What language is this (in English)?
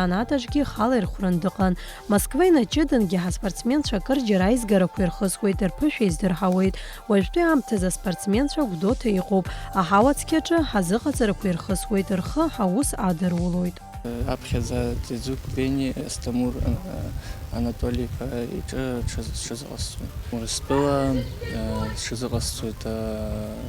Abkhazian